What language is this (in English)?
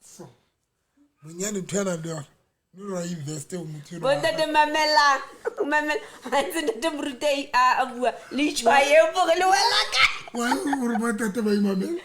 Southern Sotho